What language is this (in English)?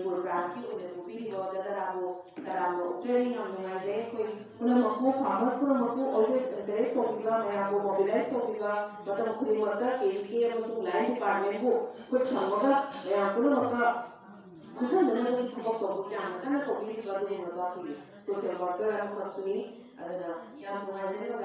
Manipuri